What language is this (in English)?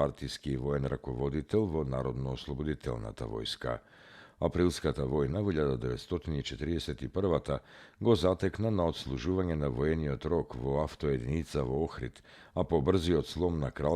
Macedonian